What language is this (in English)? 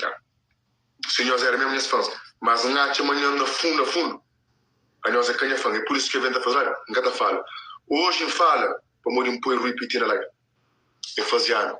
Kabuverdianu